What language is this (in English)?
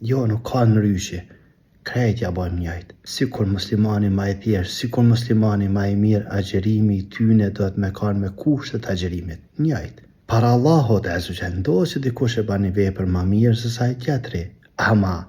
Albanian